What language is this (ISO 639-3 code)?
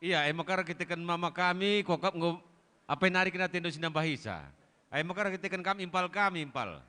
btx